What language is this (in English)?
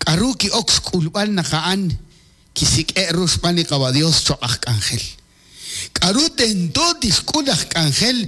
Kekchí